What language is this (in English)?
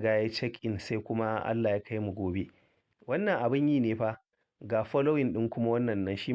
Hausa